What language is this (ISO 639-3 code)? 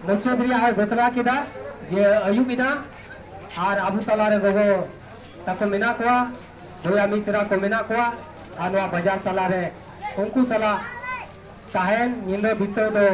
sat